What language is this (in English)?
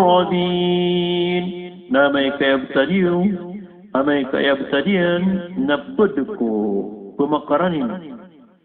Maranao